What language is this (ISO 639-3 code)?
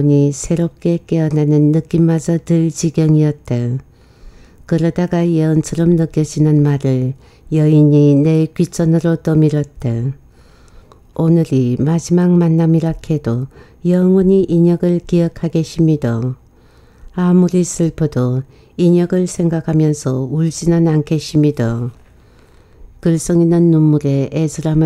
kor